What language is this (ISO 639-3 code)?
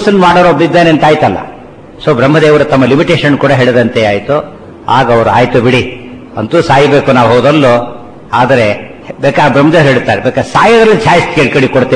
kan